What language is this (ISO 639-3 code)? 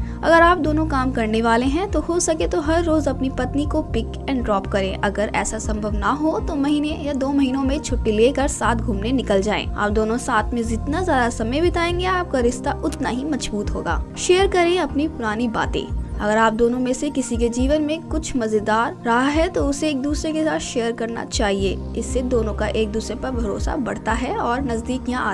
hin